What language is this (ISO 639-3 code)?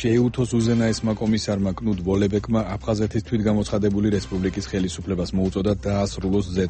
kat